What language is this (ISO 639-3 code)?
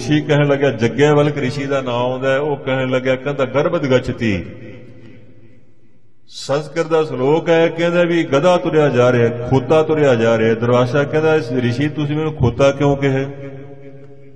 pan